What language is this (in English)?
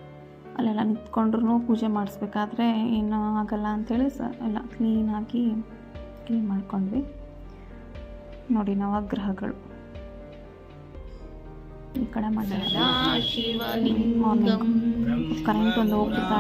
Kannada